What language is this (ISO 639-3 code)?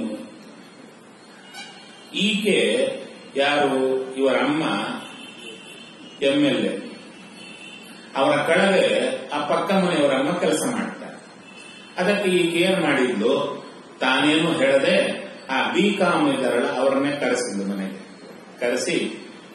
kan